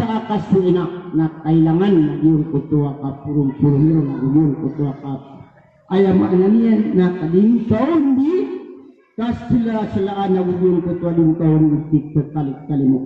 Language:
Maranao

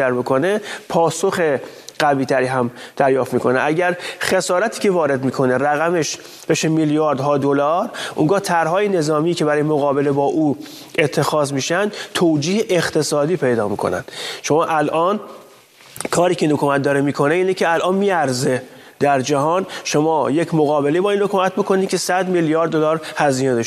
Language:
Persian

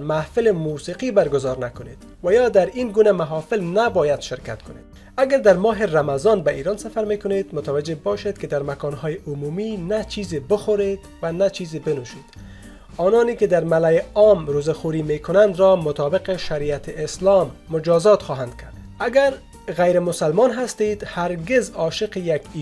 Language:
Persian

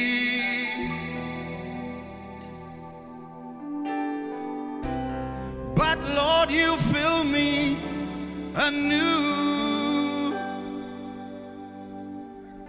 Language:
English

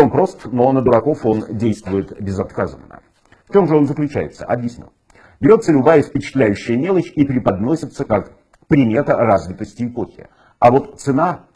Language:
Russian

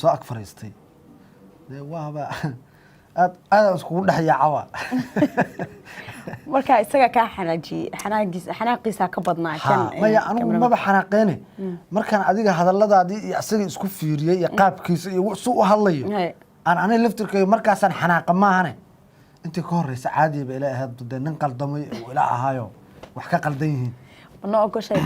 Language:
Somali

